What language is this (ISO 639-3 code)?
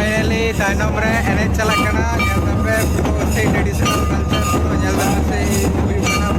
sat